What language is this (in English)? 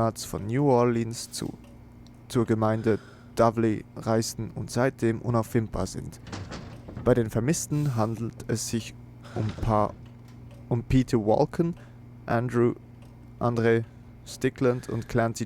Swiss German